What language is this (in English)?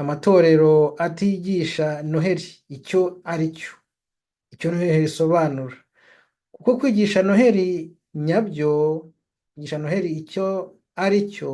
Kinyarwanda